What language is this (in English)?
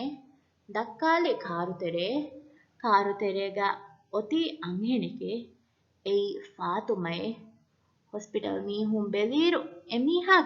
Divehi